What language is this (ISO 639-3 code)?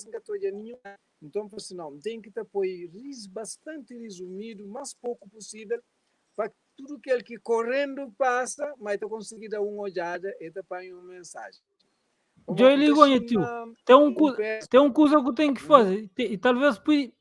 kea